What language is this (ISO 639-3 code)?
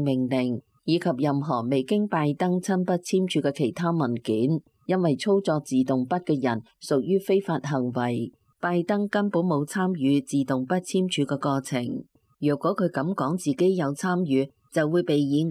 yue